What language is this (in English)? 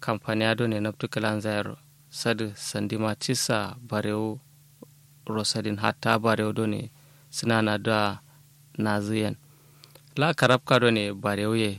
Kanuri